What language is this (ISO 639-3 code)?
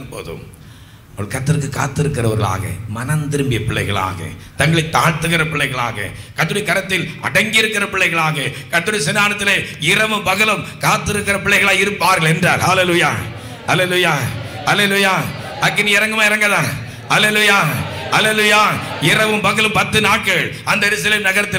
tam